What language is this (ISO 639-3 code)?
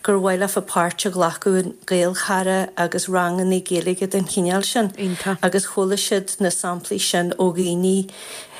gle